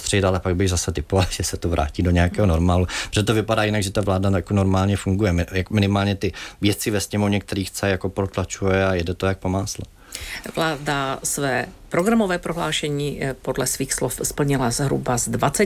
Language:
Czech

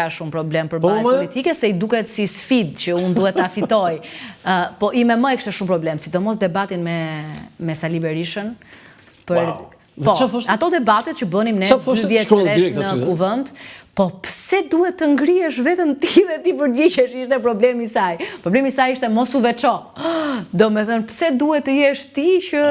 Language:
Albanian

